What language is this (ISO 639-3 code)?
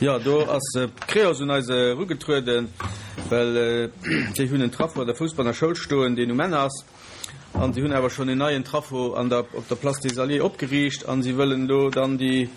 ltz